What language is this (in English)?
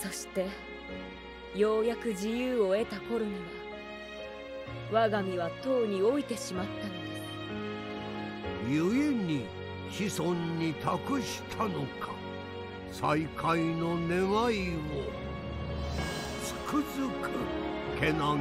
Japanese